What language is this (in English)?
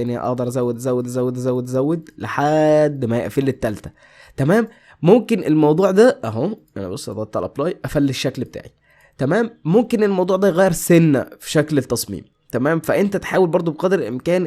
Egyptian Arabic